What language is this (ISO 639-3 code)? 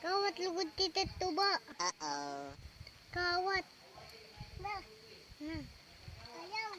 war